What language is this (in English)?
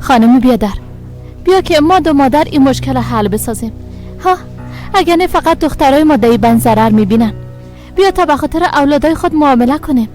Persian